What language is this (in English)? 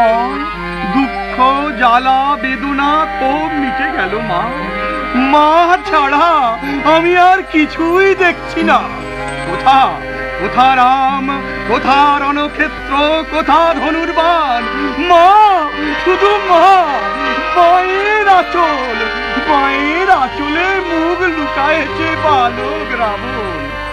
Bangla